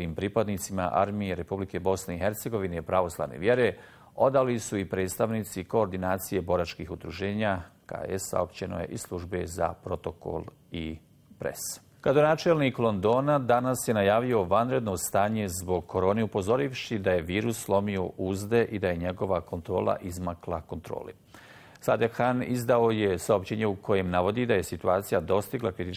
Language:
Bosnian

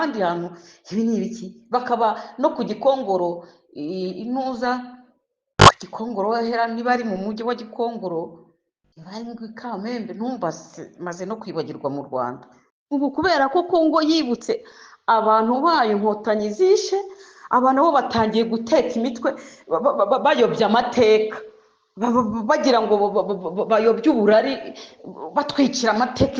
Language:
Kinyarwanda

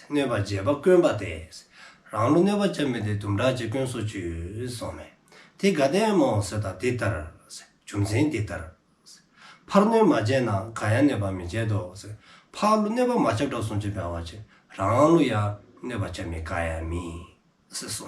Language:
Dzongkha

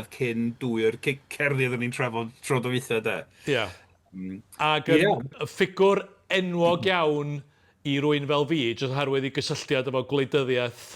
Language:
Welsh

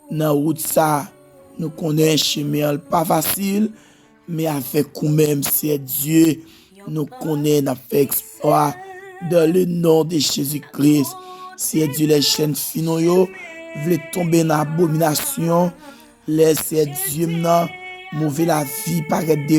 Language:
Haitian Creole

